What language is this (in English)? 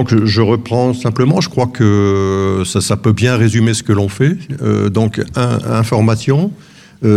French